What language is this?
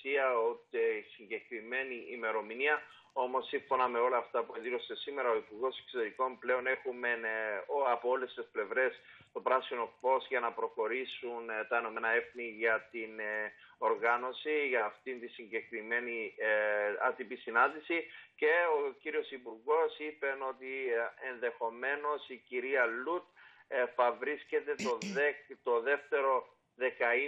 Greek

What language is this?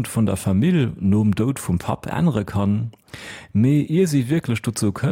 Luxembourgish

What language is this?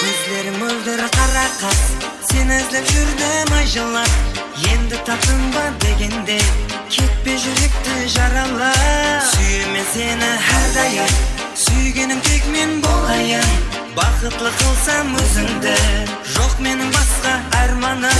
Kara-Kalpak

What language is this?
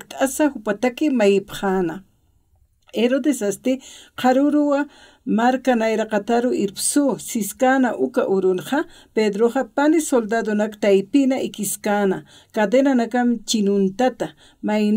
Aymara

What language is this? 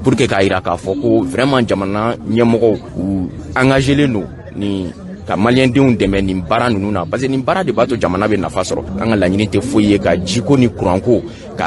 Bambara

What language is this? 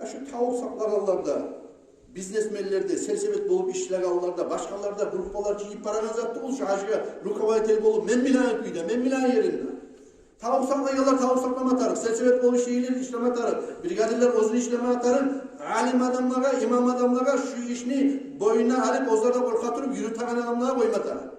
Kumyk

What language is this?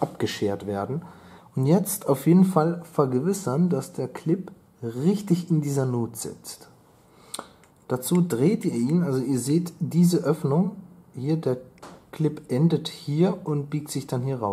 German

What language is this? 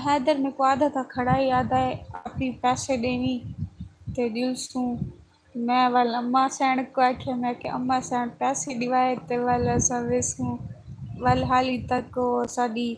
Saraiki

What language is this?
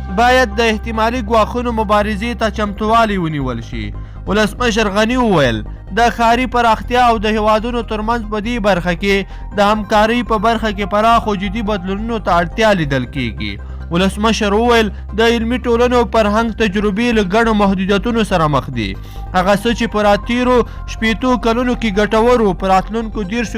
Pashto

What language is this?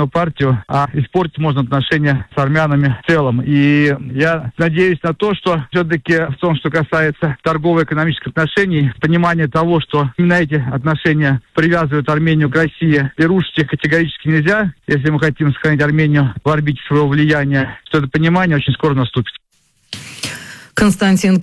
Russian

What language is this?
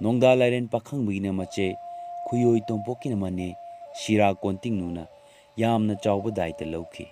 Manipuri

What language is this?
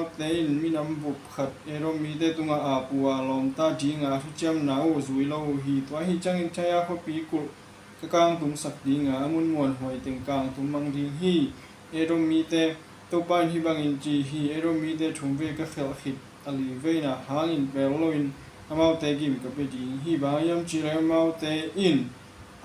Tedim Chin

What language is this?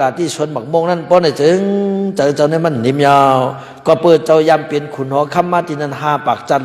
Shan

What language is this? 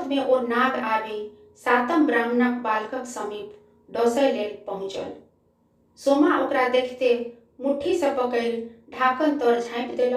Maithili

